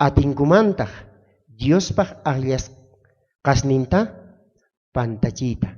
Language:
South Bolivian Quechua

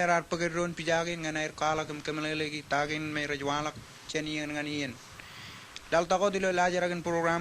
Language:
Marshallese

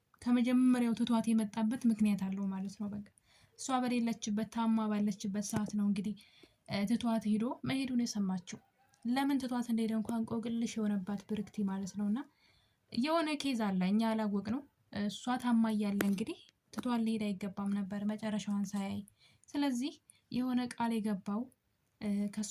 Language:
Amharic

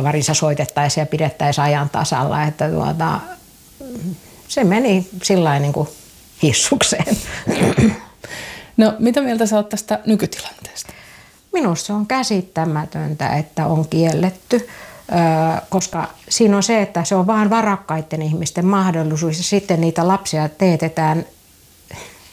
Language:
Finnish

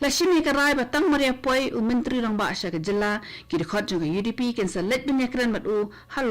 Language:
Khasi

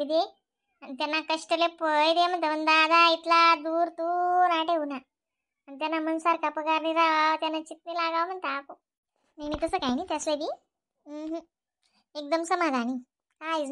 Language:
Khandesi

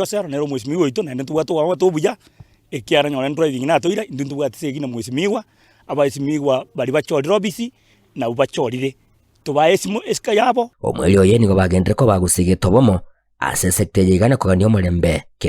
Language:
Gusii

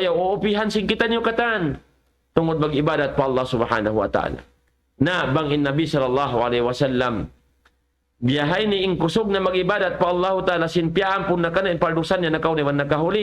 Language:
Tausug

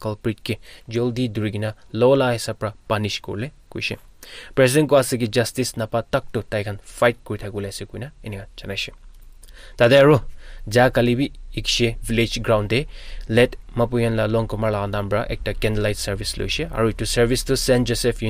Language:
Naga Pidgin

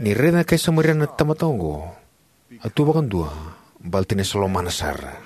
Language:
Fijian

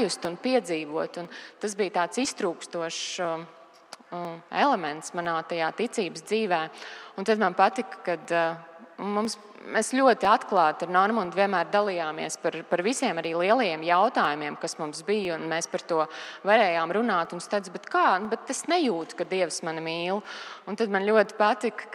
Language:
Latvian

